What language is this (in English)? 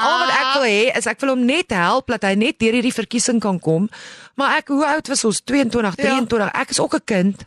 Afrikaans